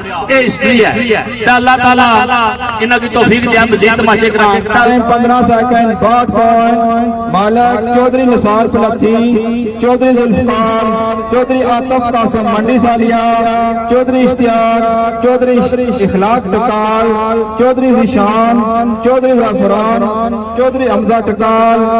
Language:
Pahari-Potwari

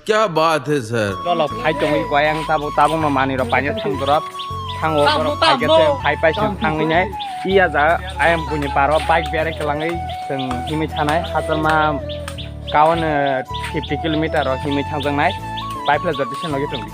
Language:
Kok Borok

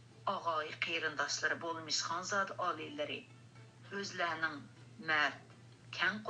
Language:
Uyghur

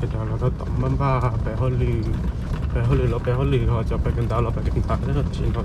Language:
Hmong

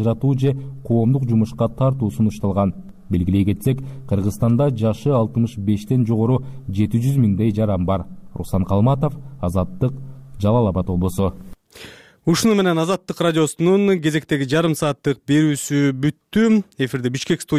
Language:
Kyrgyz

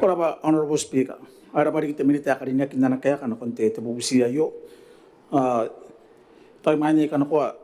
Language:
Gilbertese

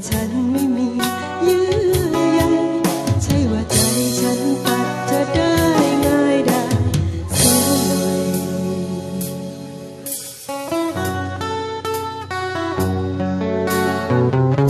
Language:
Thai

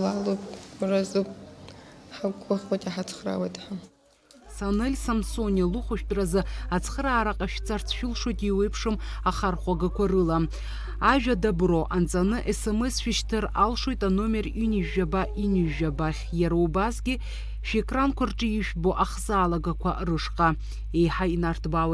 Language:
Abkhazian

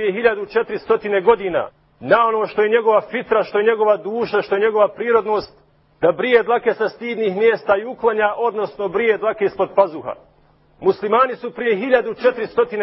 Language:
Bosnian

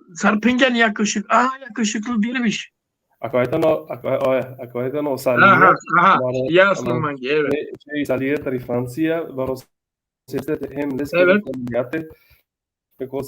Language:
Balkan Romani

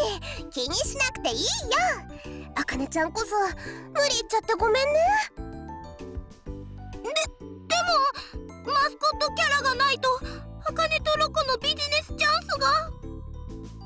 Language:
Japanese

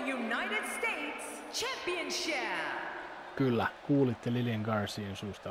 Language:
Finnish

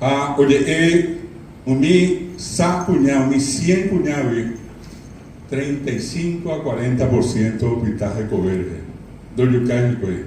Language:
Guarani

